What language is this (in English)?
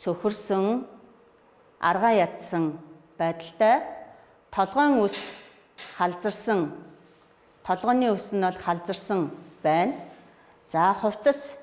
Mongolian